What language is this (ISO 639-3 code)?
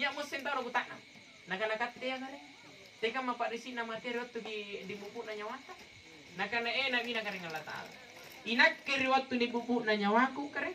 mak